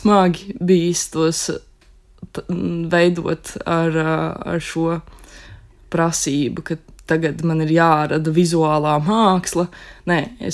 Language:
Latvian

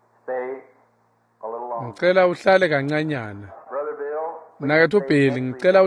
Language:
Swati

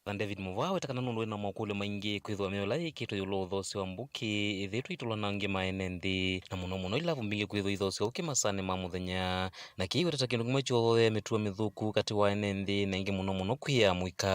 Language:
Kamba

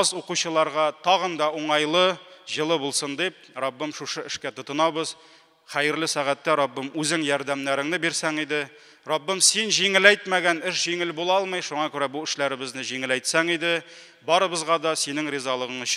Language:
Tatar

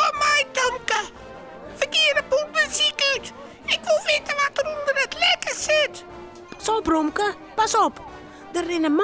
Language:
Western Frisian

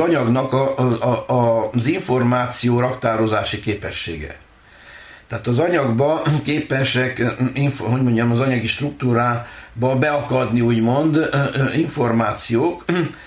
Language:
Hungarian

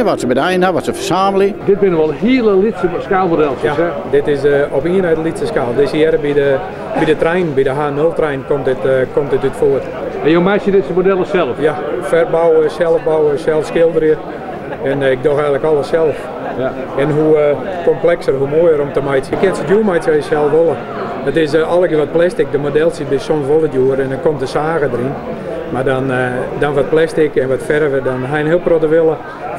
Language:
Western Frisian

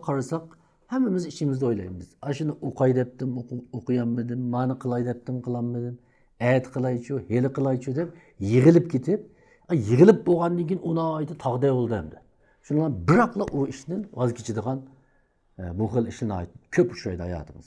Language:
Uyghur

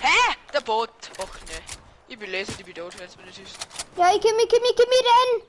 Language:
Bavarian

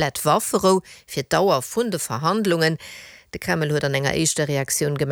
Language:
Luxembourgish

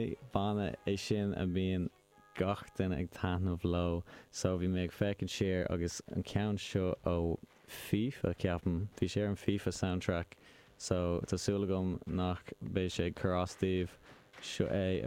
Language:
Irish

